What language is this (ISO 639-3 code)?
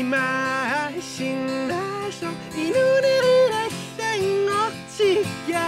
kal